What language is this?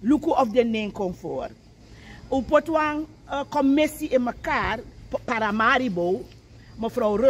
Sranan Tongo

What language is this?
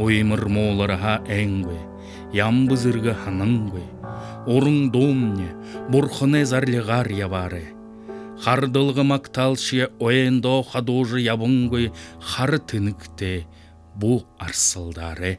Buriat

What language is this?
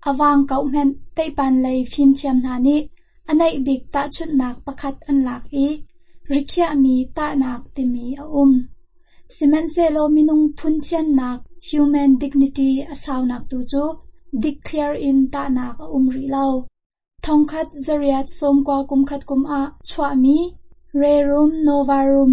Hakha Chin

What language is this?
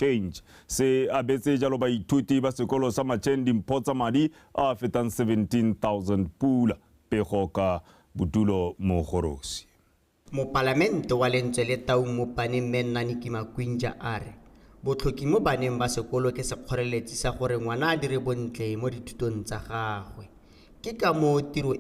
Tswana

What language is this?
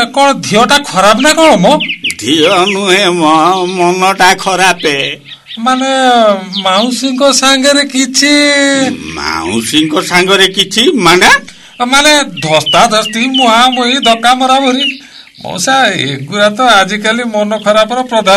Odia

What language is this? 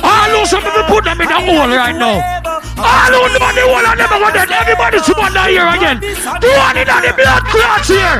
Jamaican Creole English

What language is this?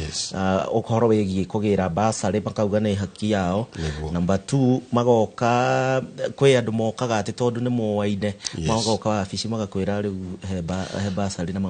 Kikuyu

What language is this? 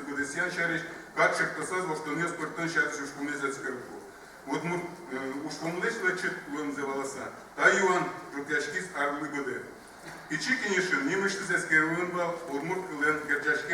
Udmurt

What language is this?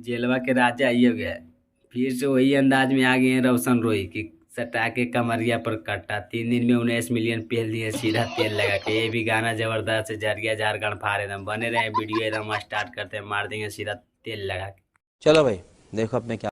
Magahi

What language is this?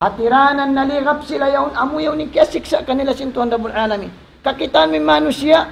Tausug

